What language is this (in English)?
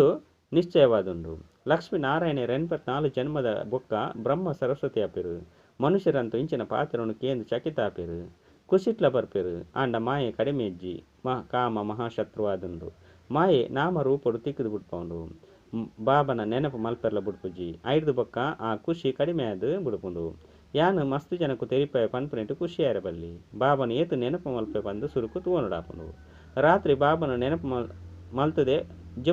Tulu